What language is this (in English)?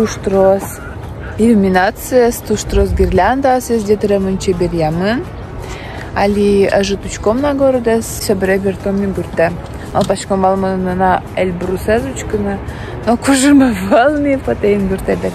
Udmurt